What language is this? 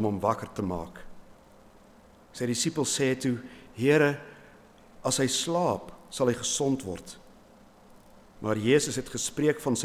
Afrikaans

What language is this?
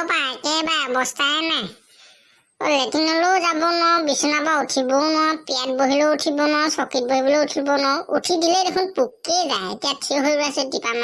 Assamese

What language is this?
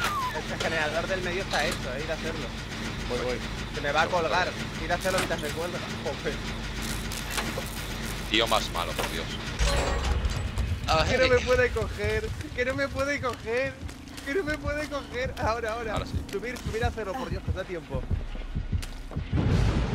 Spanish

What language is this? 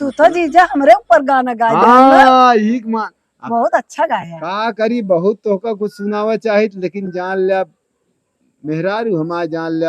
Awadhi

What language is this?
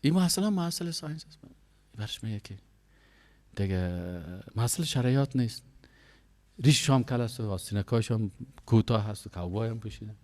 Persian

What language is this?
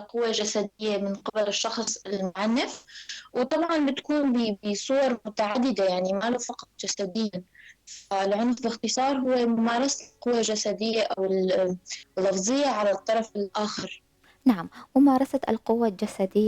North Levantine Arabic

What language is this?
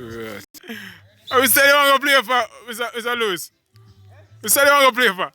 Jamaican Creole English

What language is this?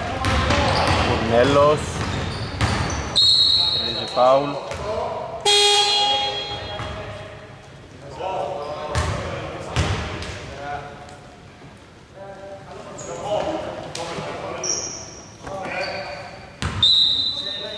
Greek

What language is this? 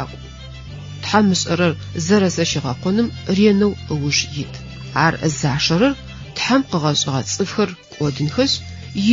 Adyghe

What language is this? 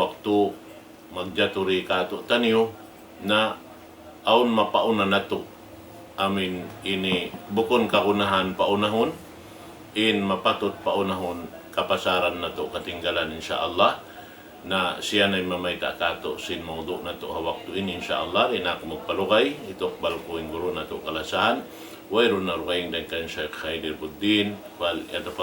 Tausug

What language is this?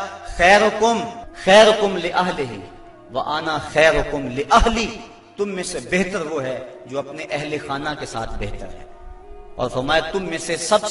Urdu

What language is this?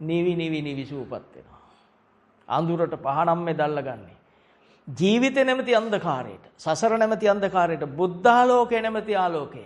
Sinhala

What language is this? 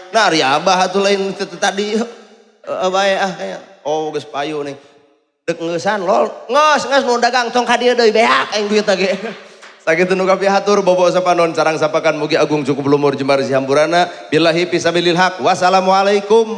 Sundanese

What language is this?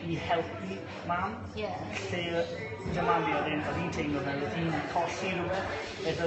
Welsh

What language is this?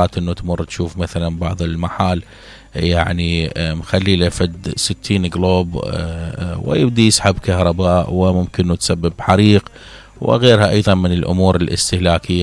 Mesopotamian Arabic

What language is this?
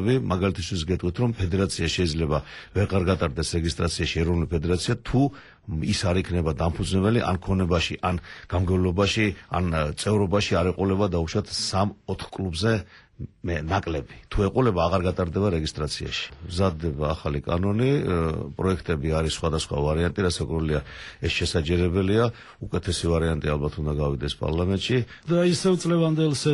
Georgian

